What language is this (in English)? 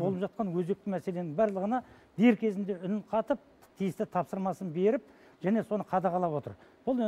Kazakh